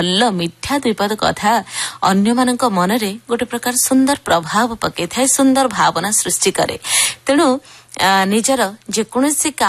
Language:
Odia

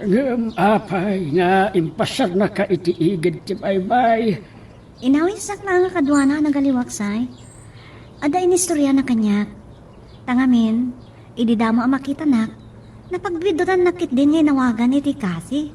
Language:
Iloko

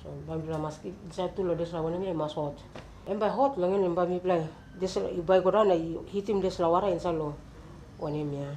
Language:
Tok Pisin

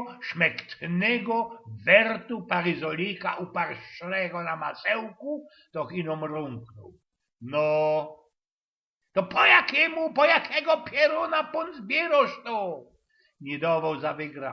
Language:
Silesian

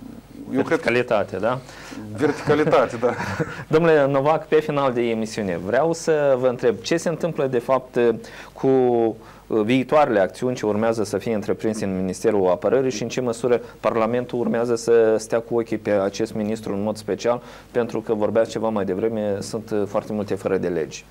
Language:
Romanian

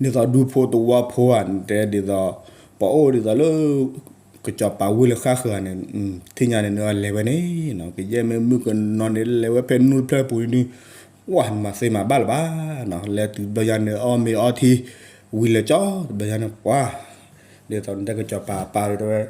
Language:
S'gaw Karen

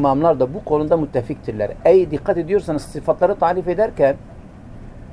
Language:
Turkish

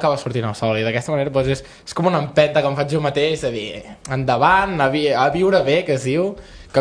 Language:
Catalan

